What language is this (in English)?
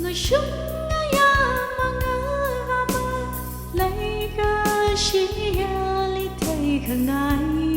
Tangkhul Naga (India)